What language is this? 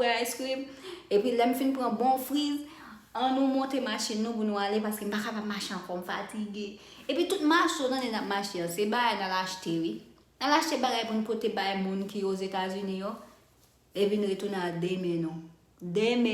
Haitian Creole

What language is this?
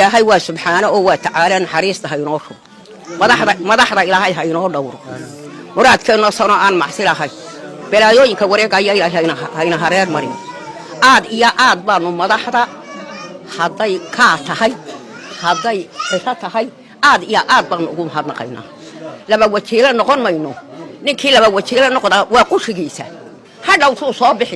Somali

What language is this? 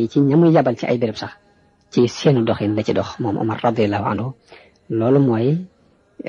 Wolof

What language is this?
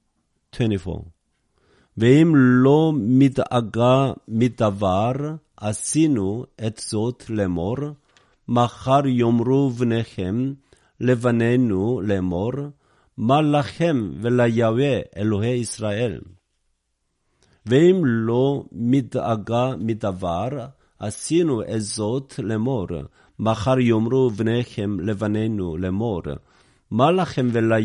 Hebrew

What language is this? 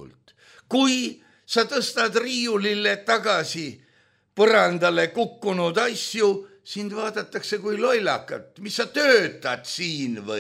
Estonian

